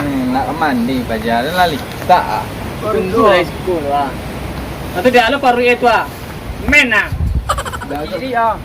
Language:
Minangkabau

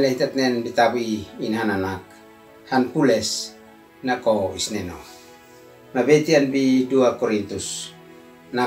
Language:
Uab Meto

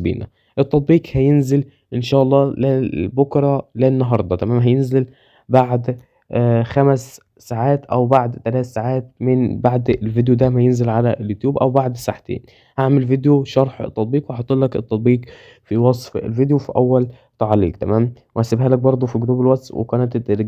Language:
Egyptian Arabic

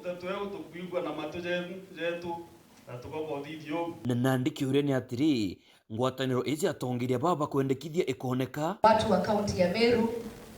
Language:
Meru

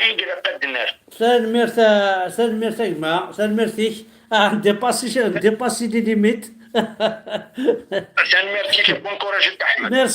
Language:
Kabyle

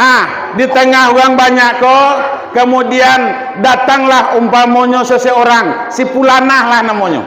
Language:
Minangkabau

